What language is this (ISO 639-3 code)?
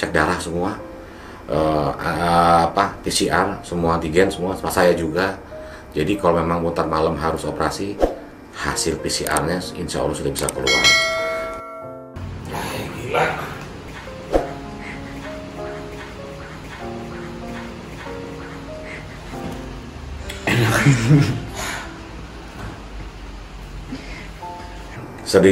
ind